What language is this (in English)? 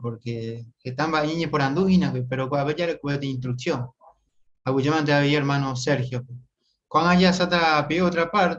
Guarani